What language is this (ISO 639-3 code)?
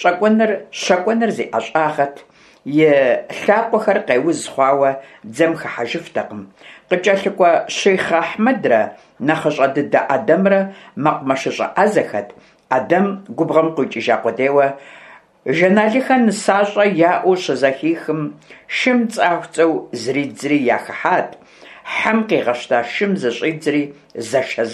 kbd